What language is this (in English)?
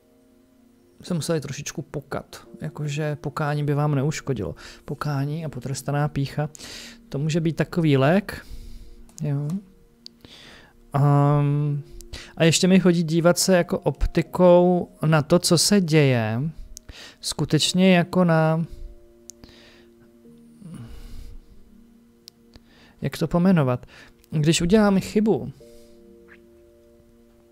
Czech